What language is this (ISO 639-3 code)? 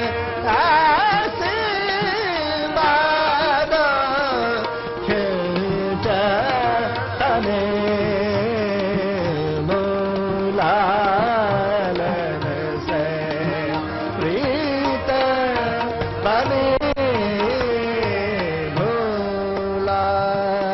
pan